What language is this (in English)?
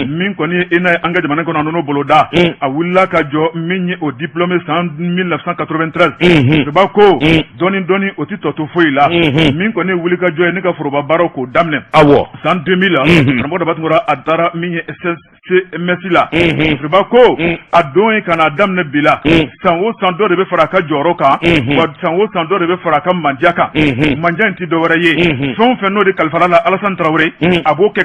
Bambara